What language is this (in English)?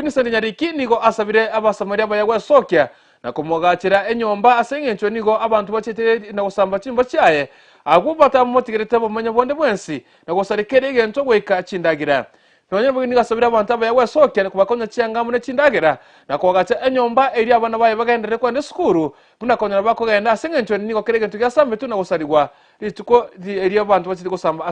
Gusii